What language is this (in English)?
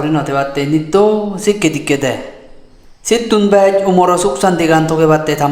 Chakma